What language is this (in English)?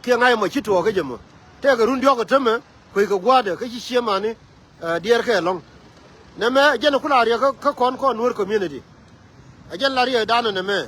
Nuer